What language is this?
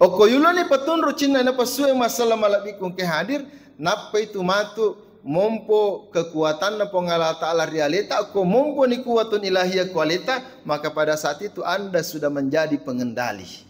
Buginese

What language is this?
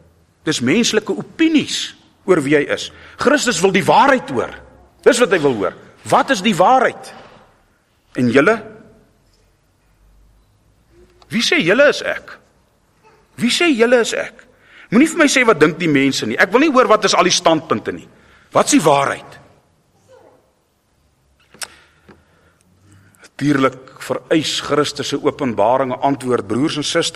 Afrikaans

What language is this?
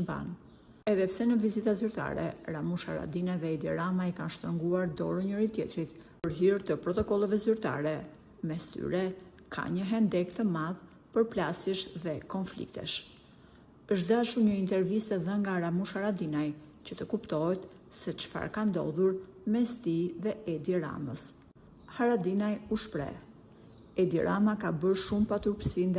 Albanian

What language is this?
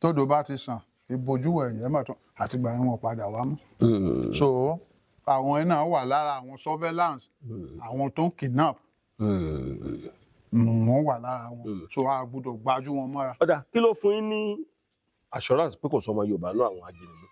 Yoruba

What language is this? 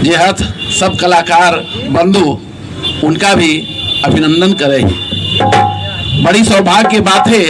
Magahi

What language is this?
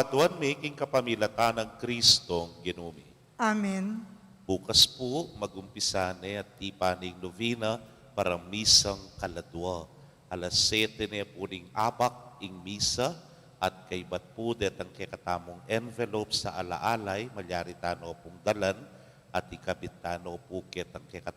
Pampanga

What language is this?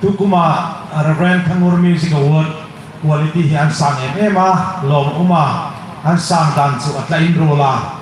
Hmar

